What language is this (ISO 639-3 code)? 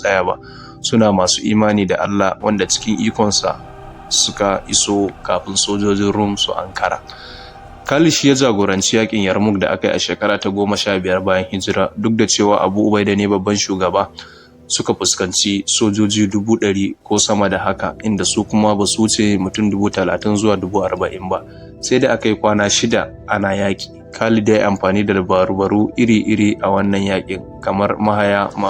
hau